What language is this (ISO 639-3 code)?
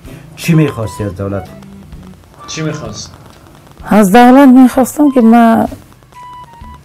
fas